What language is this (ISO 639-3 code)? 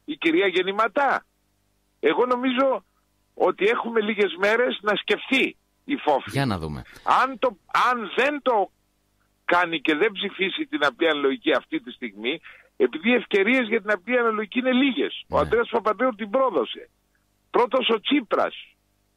ell